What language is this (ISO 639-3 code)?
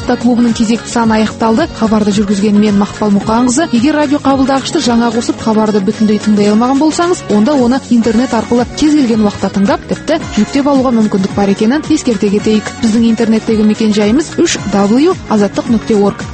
kaz